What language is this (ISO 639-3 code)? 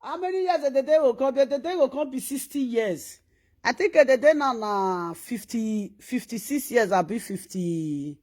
pcm